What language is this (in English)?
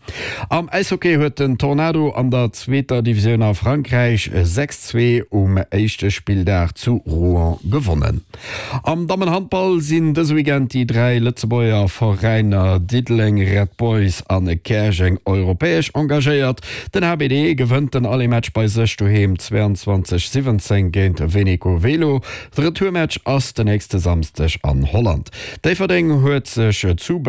Luxembourgish